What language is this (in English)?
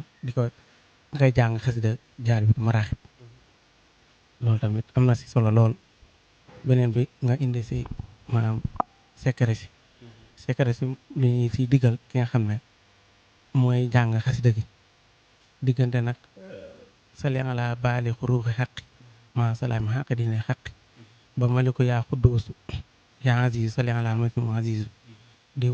Wolof